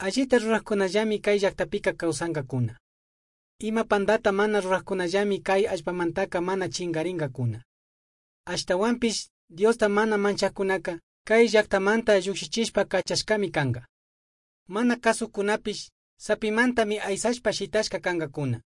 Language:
Chimborazo Highland Quichua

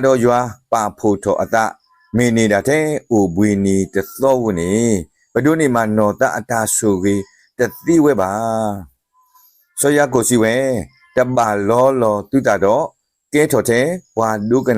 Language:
S'gaw Karen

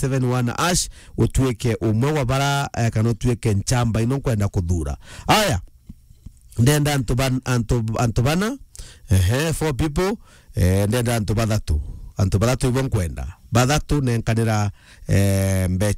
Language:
Meru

